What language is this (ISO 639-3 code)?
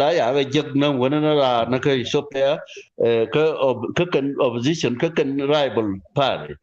nus